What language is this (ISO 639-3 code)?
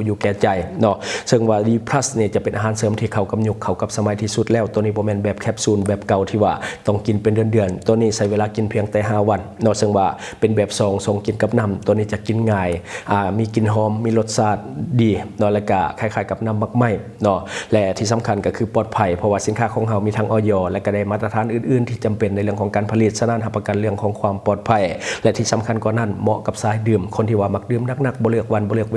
lao